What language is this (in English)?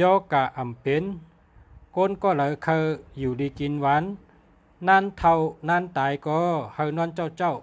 Shan